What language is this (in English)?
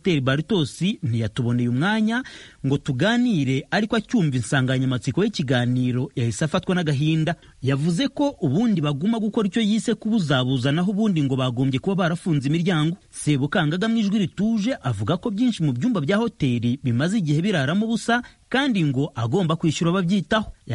Kinyarwanda